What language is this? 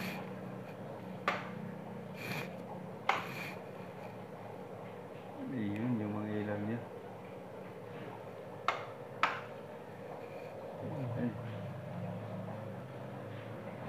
Filipino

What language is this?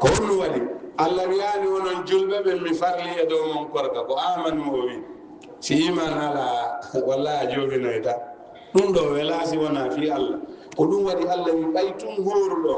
Fula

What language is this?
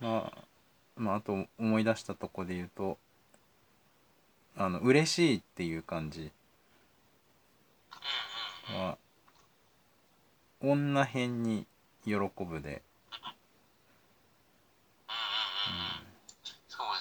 Japanese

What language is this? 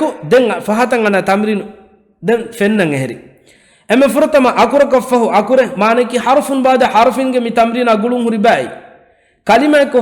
Divehi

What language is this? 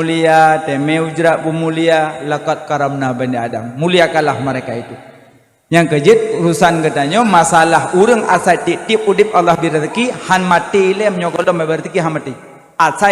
Achinese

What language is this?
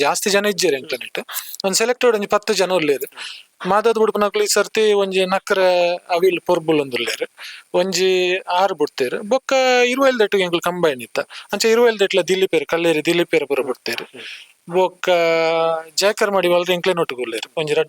Tulu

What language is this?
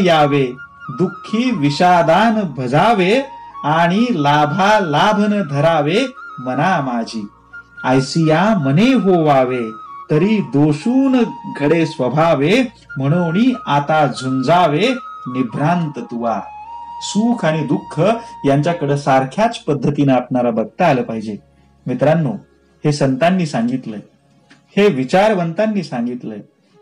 Marathi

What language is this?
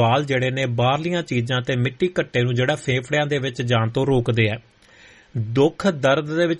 Punjabi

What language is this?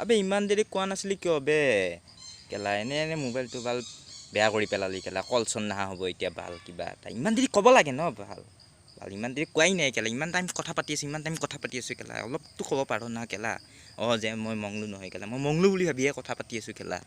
Assamese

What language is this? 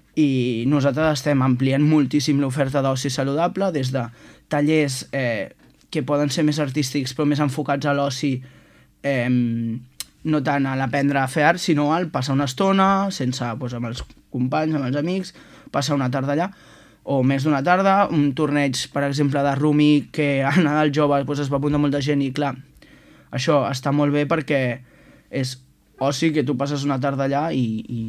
Catalan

